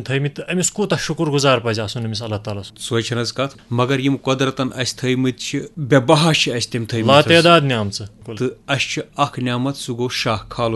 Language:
Kashmiri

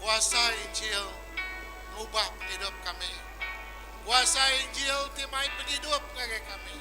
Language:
Iban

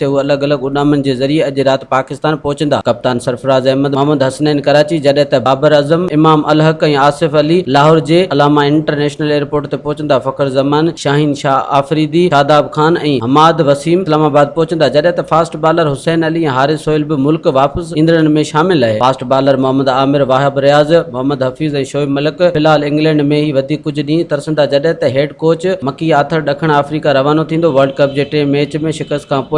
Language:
Sindhi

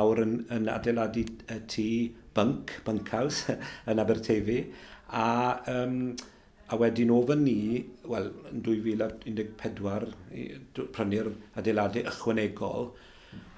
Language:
Welsh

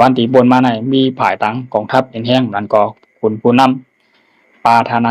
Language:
Shan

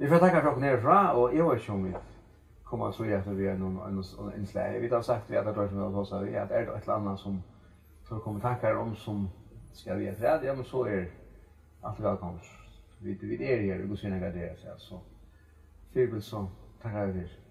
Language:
Faroese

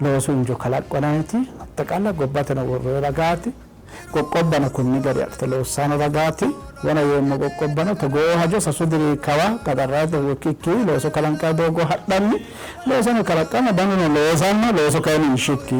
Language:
Sidamo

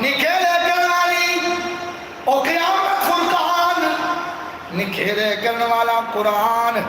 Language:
Saraiki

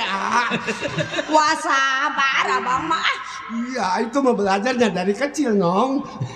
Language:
Betawi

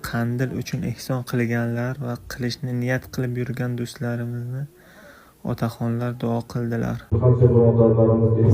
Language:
Uzbek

